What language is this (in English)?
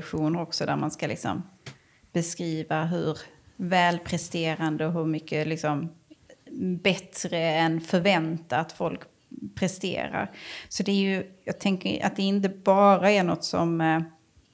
Swedish